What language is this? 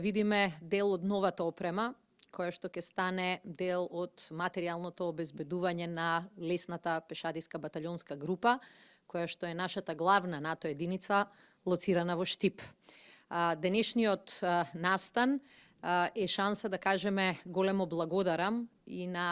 Macedonian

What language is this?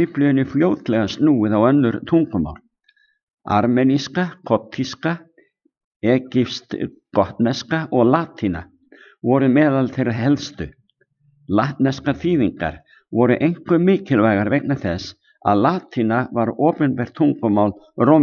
Icelandic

